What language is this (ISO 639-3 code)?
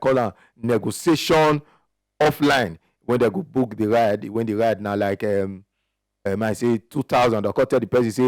pcm